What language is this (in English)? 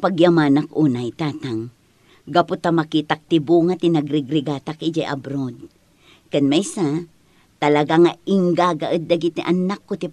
Iloko